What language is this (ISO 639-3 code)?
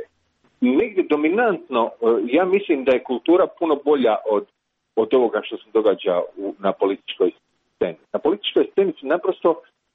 hrv